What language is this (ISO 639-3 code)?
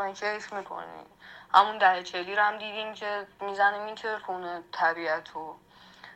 fas